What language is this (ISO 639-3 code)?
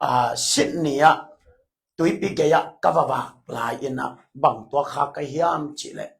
ctd